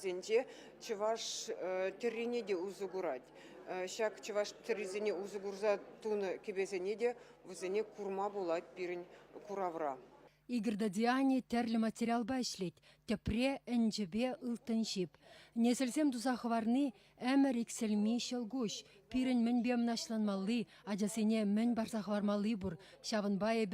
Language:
Chuvash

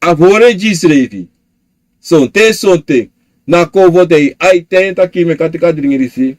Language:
Sranan Tongo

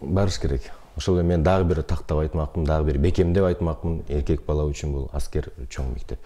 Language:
Kyrgyz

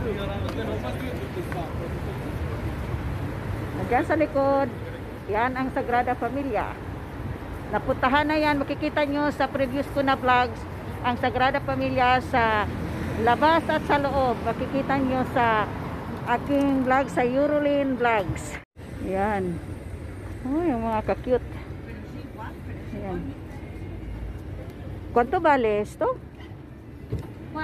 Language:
Filipino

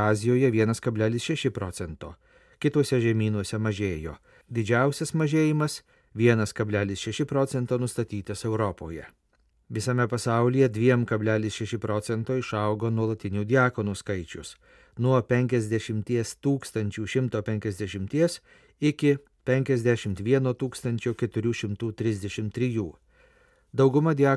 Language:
Lithuanian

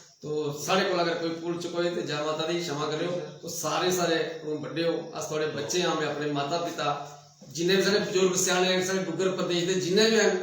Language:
Dogri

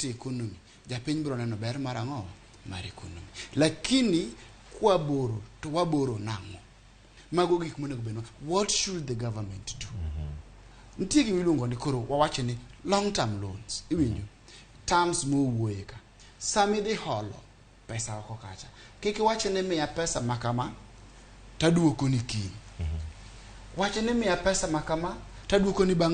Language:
Luo (Kenya and Tanzania)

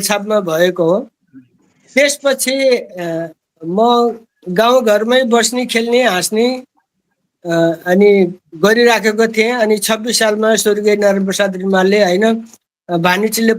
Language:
Nepali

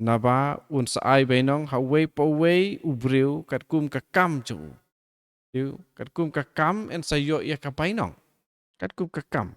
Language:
Khasi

